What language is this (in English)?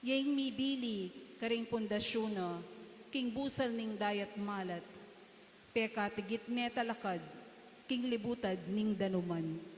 Pampanga